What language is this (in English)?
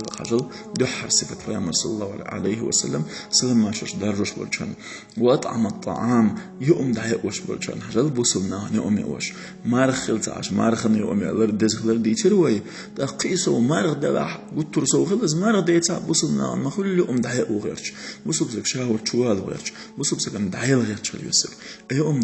Chechen